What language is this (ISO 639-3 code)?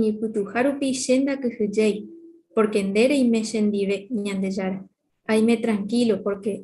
grn